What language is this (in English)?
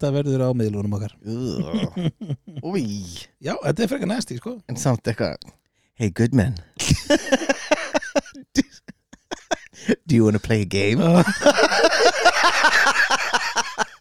Icelandic